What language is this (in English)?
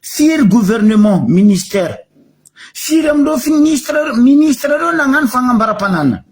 Malagasy